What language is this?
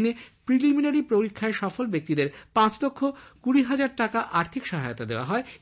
Bangla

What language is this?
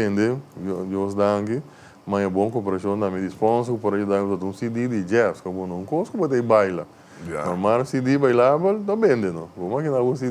Papiamento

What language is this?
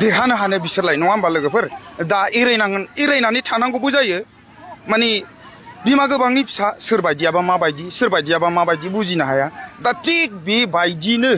Bodo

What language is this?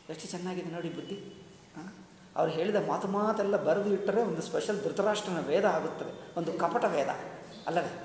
Kannada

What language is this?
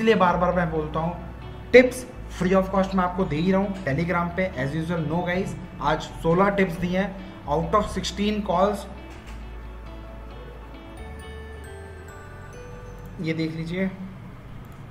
Hindi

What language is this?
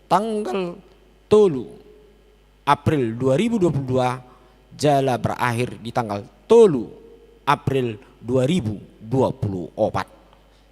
Batak Toba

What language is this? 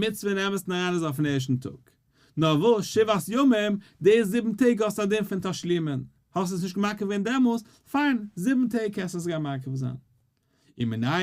Yiddish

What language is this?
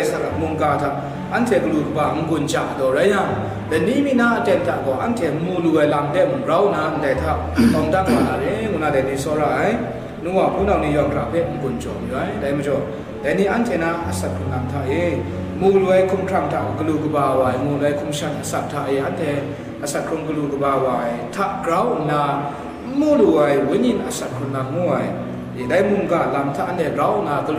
Kachin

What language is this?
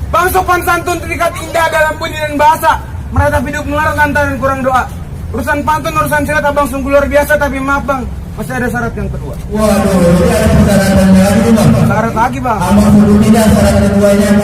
Betawi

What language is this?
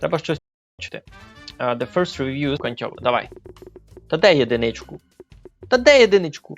Rusyn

